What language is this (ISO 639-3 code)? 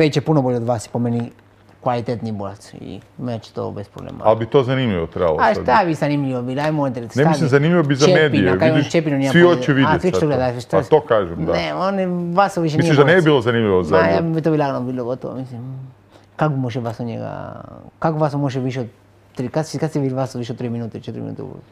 hrv